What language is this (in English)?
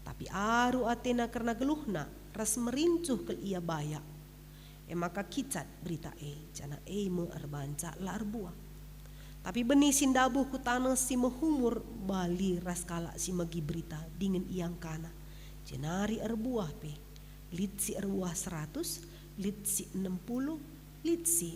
Batak Karo